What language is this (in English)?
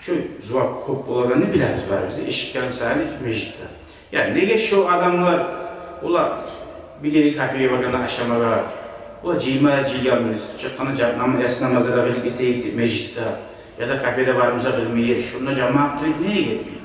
Kumyk